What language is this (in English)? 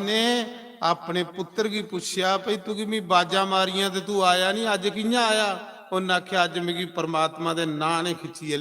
Dogri